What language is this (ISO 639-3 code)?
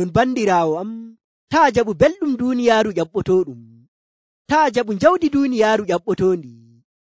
fuv